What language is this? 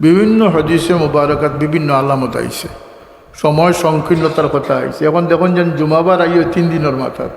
Sylheti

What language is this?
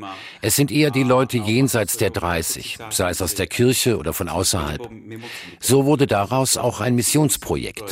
German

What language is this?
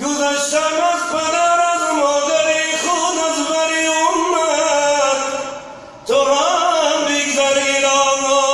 Tajik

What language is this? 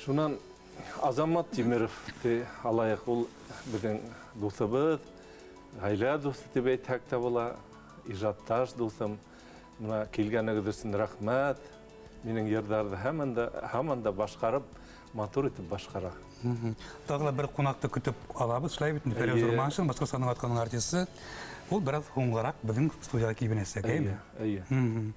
Bashkir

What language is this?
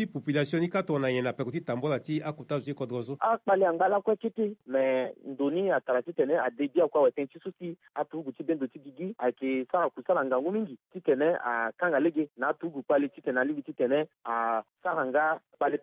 Sango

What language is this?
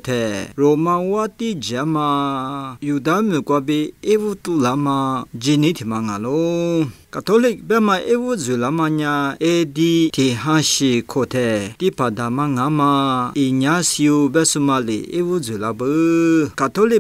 Lisu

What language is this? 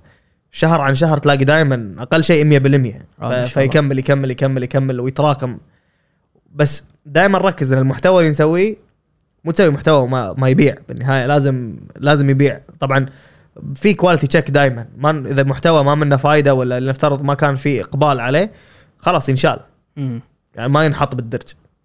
Gulf Arabic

